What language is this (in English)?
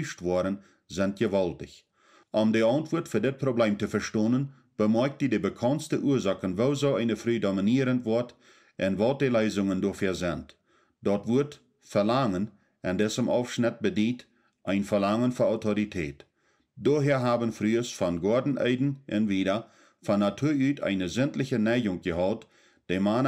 Plautdietsch